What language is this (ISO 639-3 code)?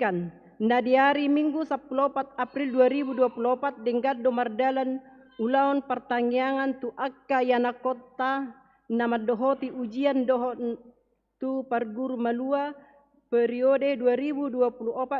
bbc